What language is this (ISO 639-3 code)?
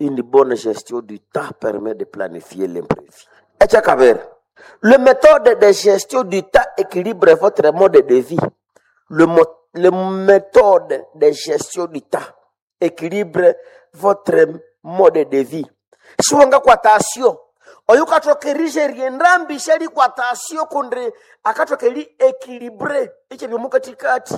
nnb